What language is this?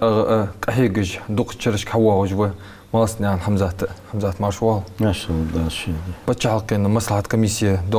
Ingush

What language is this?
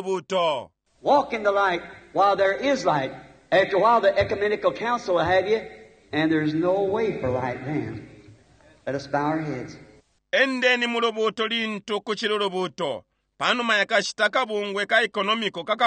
Bemba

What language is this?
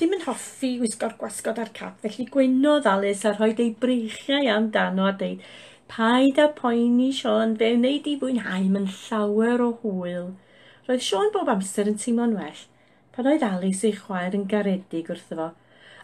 Welsh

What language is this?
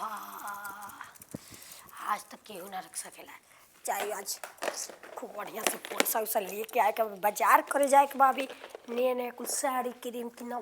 Bhojpuri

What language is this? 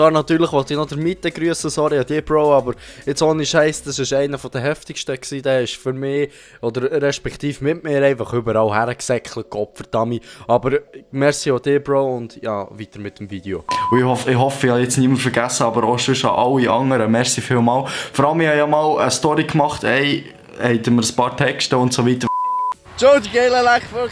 Swiss German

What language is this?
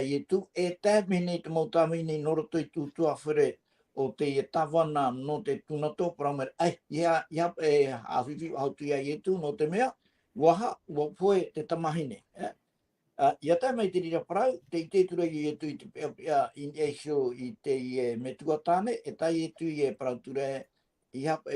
Tahitian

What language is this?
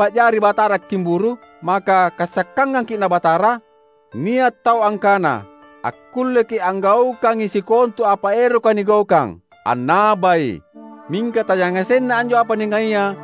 Makasar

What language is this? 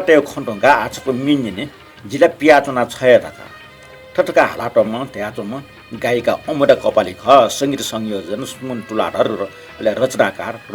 Newari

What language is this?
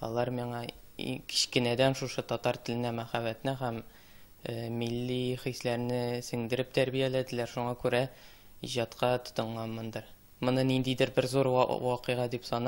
Tatar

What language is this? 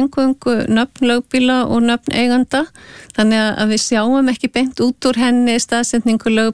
Icelandic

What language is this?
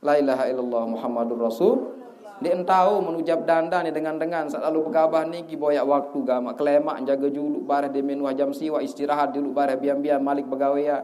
Sasak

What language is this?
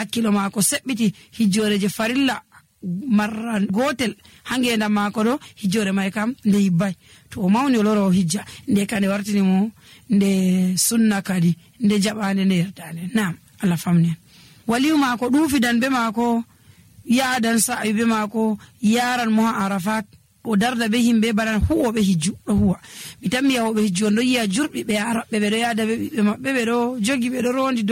Nigerian Fulfulde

